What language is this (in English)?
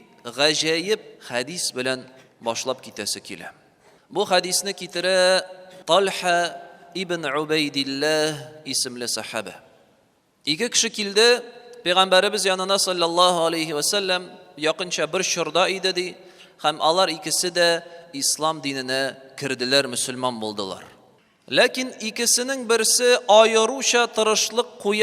Tatar